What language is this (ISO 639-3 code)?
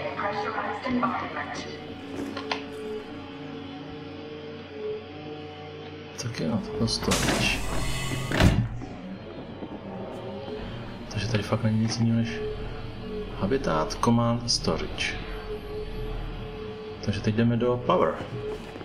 ces